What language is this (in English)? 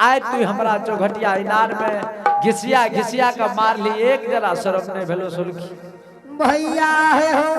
Angika